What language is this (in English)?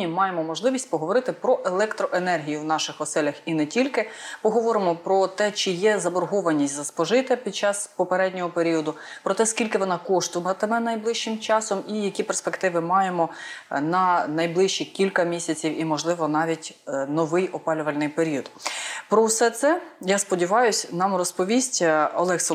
Ukrainian